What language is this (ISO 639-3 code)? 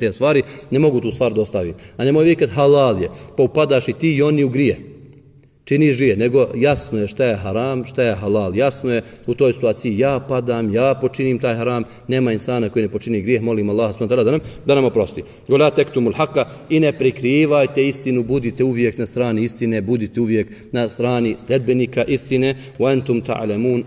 bos